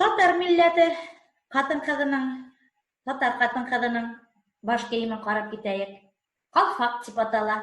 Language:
Bashkir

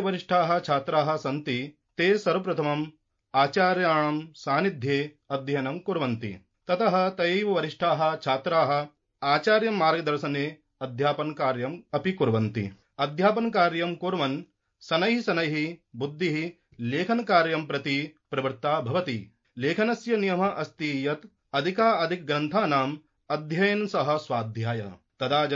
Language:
Sanskrit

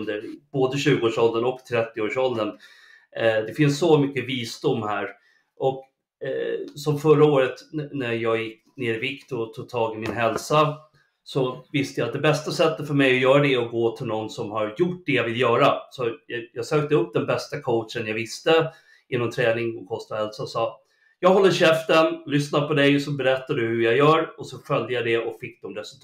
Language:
Swedish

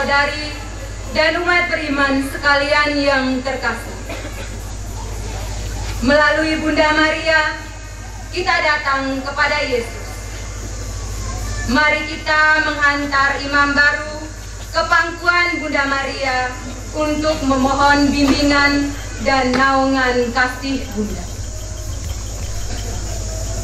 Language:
Indonesian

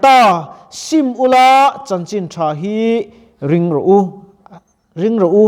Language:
Mizo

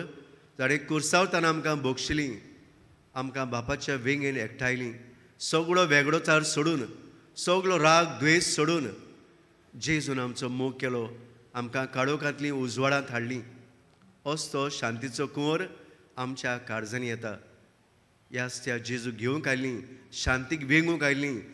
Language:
Konkani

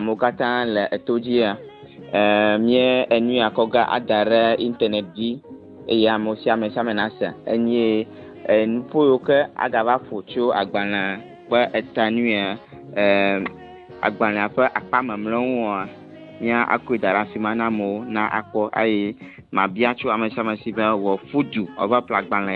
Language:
Ewe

